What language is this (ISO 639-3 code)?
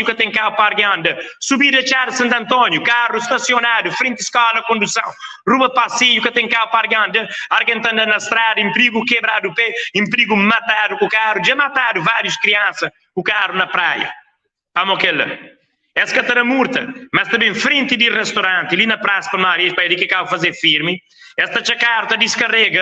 kea